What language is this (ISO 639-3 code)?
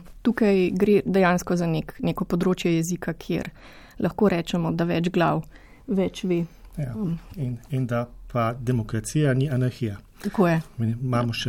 slv